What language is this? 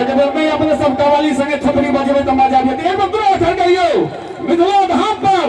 Maithili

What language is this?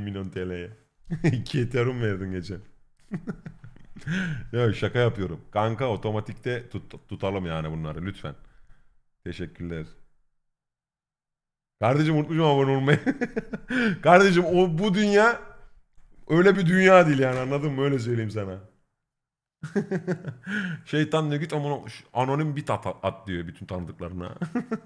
Turkish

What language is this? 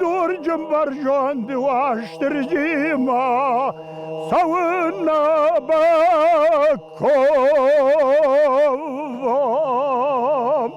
Ossetic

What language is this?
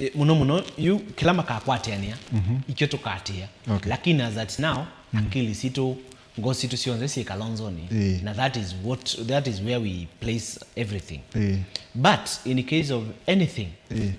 Kamba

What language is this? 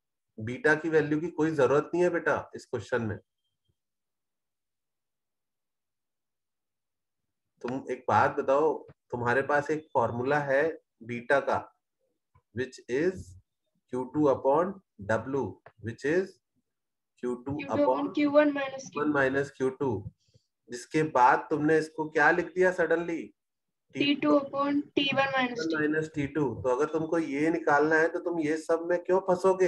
Hindi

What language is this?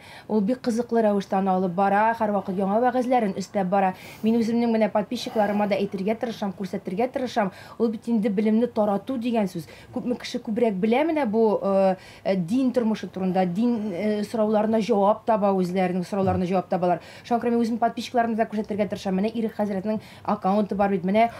Tatar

